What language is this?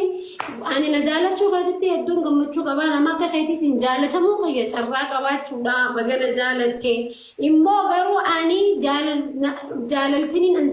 Oromo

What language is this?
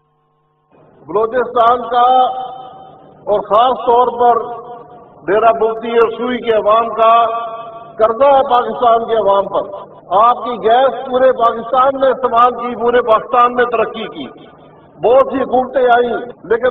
Urdu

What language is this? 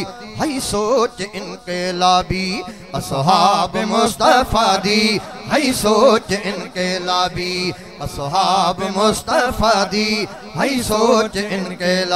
Saraiki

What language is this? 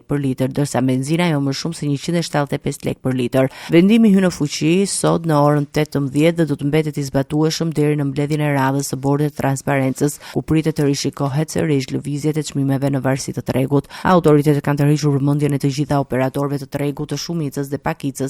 Albanian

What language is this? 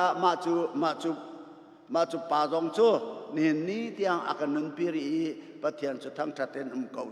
Hakha Chin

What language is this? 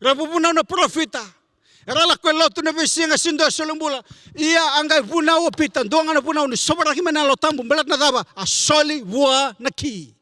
Fijian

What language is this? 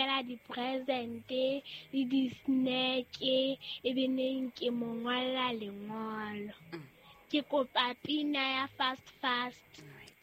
Southern Sotho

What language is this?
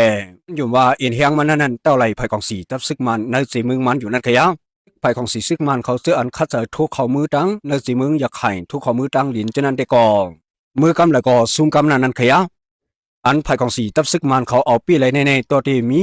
Shan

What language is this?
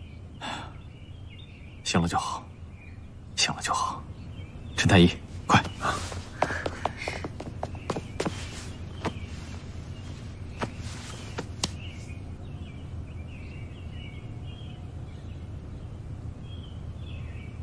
Chinese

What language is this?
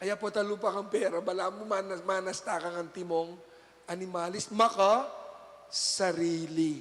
Pampanga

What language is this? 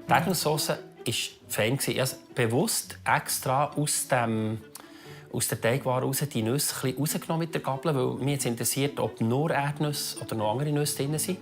Swiss German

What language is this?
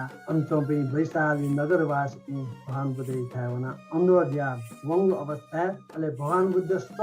Newari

